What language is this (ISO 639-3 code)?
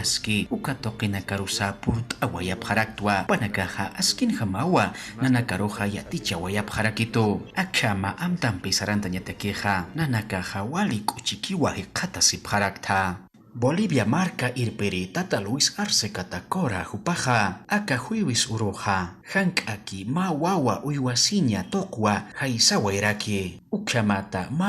aym